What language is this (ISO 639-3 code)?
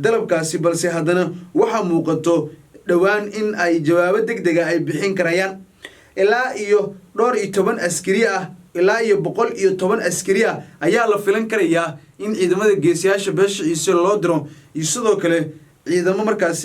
som